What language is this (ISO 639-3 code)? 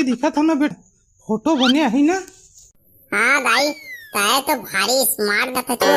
hne